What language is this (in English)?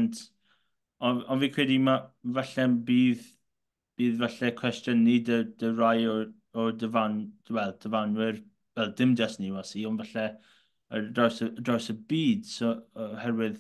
Welsh